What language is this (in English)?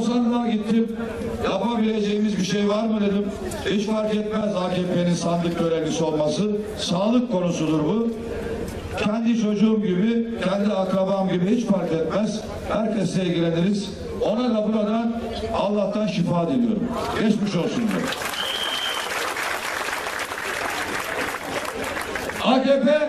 Turkish